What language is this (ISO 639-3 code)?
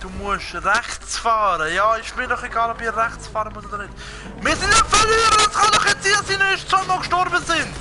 gsw